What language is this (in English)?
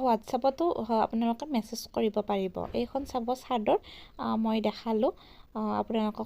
Assamese